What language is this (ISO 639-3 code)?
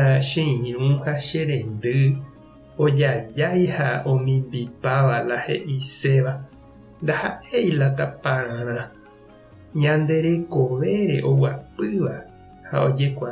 grn